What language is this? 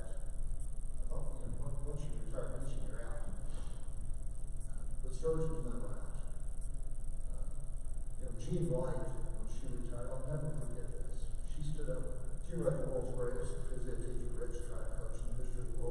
English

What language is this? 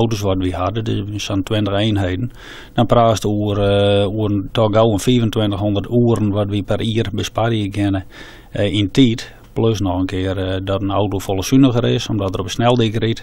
Western Frisian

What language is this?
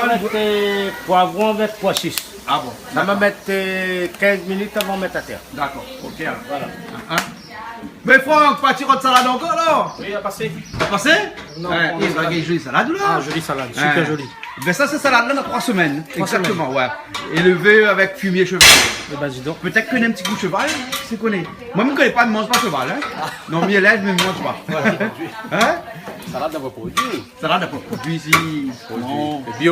Réunion Creole French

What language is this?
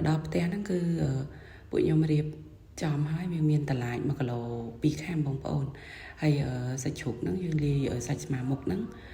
Khmer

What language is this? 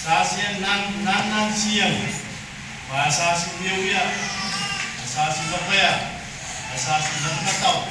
Pohnpeian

